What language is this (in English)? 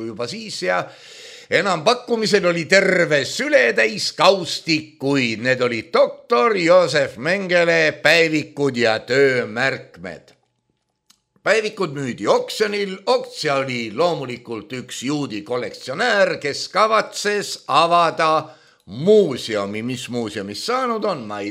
Estonian